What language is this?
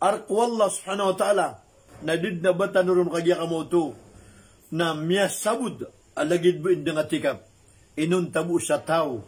Maranao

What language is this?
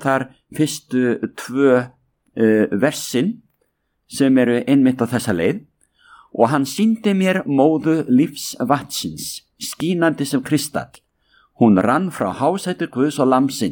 Icelandic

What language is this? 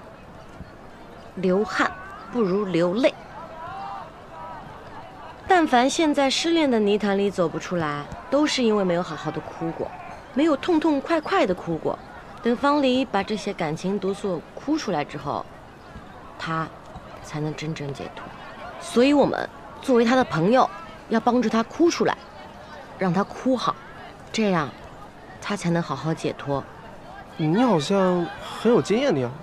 Chinese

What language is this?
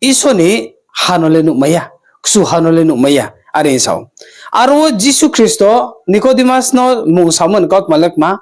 Riang (India)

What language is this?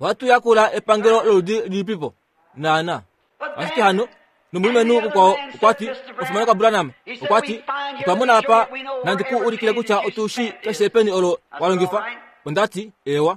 Kuanyama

